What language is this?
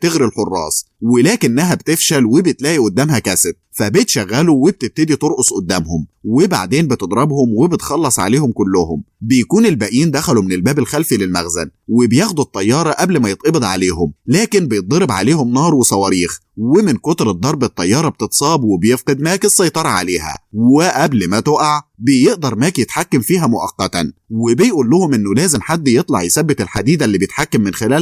Egyptian Arabic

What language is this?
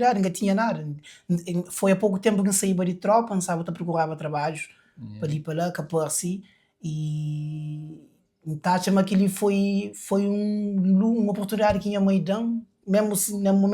Kabuverdianu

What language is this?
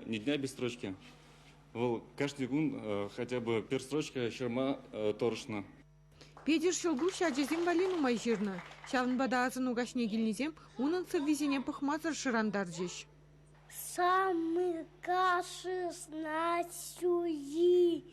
Chuvash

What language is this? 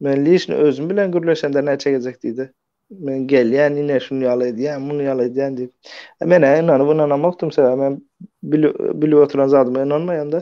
Turkmen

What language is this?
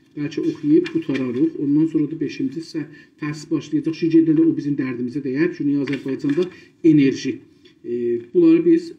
South Azerbaijani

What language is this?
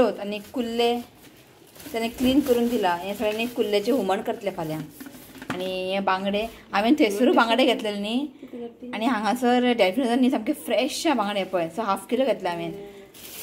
Konkani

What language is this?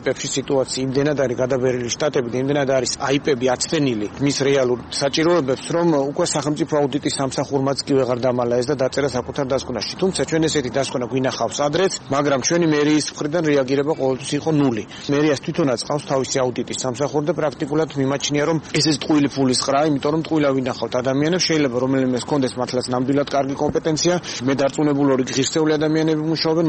Georgian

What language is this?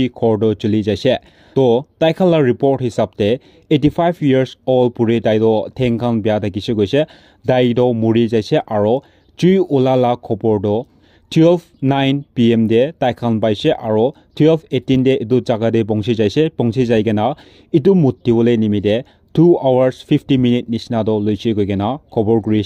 Naga Pidgin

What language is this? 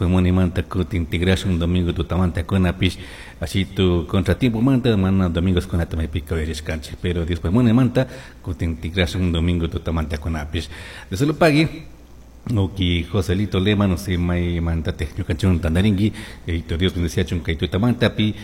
Chimborazo Highland Quichua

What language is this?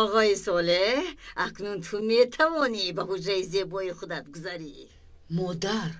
Tajik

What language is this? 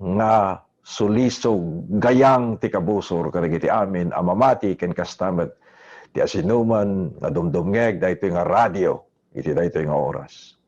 Iloko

